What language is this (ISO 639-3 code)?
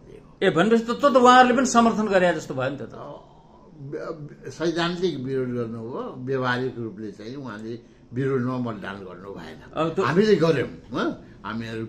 nep